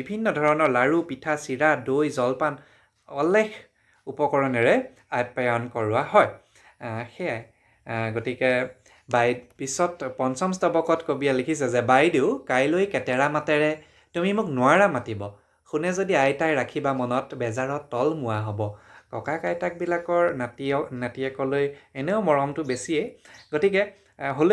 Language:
Assamese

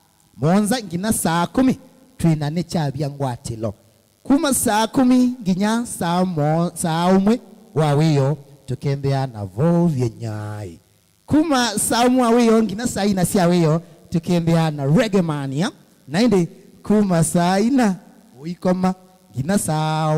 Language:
Kamba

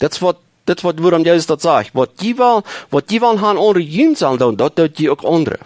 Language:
Plautdietsch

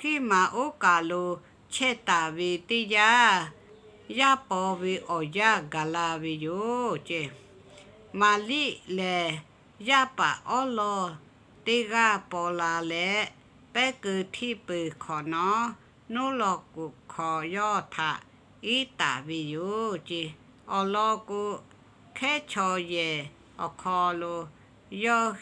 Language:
Lahu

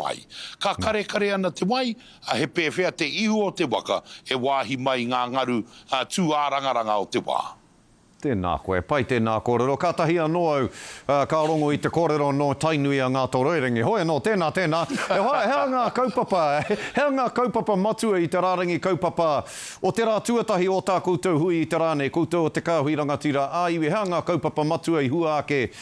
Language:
Māori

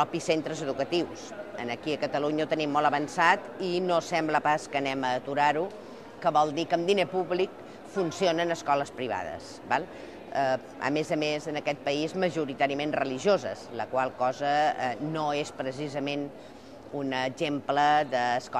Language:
Catalan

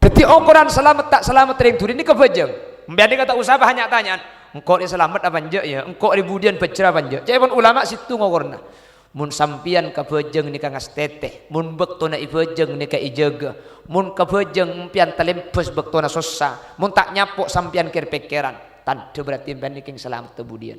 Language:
Madurese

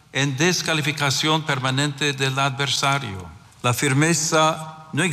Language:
Catalan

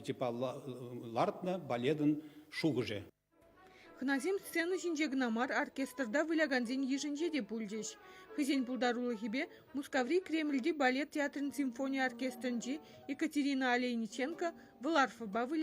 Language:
Chuvash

